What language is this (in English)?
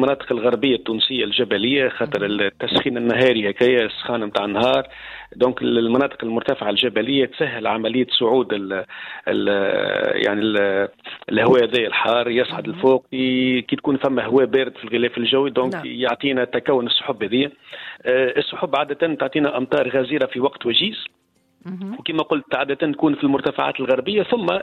Tunisian Arabic